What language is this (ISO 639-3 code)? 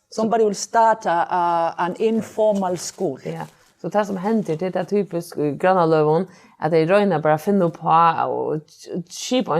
fao